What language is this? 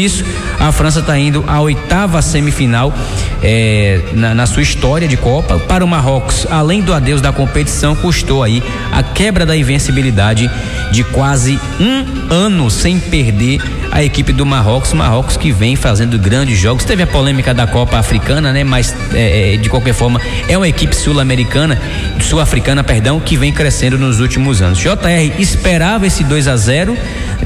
Portuguese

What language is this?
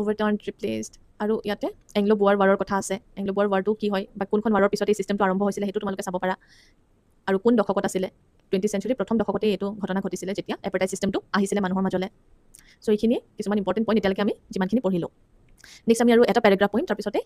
Assamese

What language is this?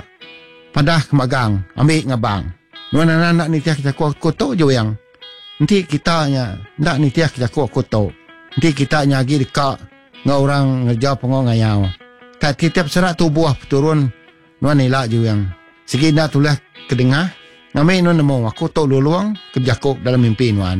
Iban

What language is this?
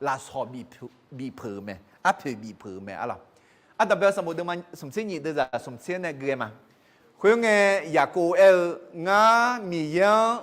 Akha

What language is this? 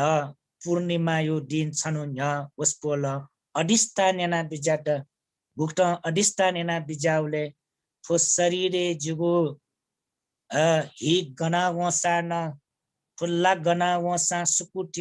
Newari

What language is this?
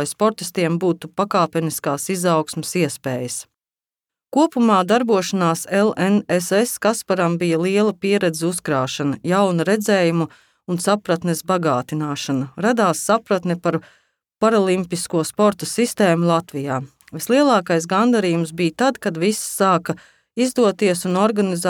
Latvian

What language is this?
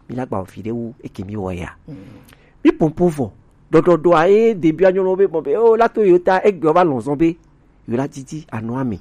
Gen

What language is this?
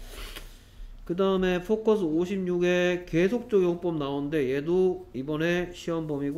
Korean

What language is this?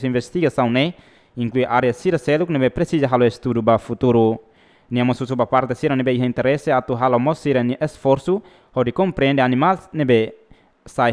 Tetum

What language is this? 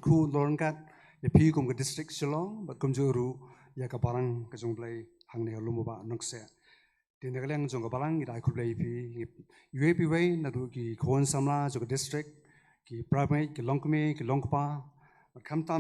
Khasi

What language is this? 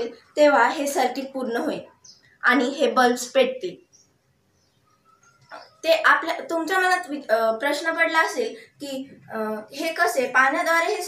Marathi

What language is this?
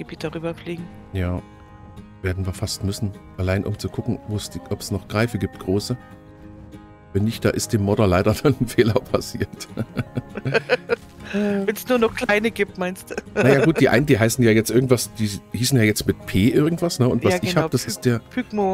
German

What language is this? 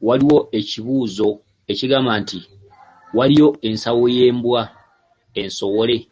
Ganda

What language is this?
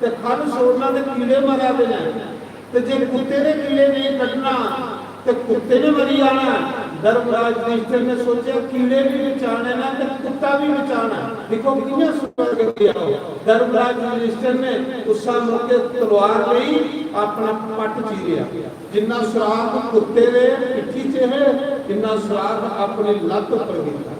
Dogri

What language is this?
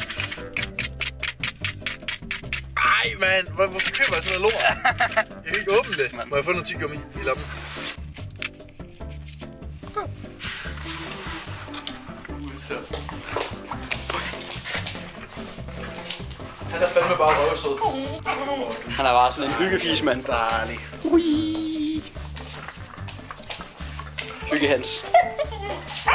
Danish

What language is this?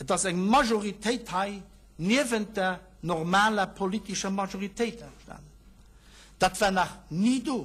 Luxembourgish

